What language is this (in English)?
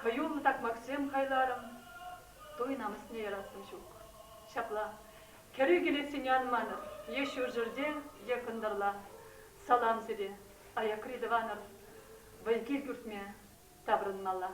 Chuvash